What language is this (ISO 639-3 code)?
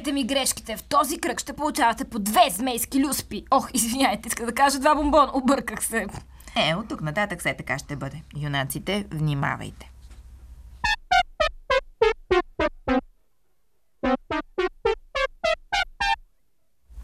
bul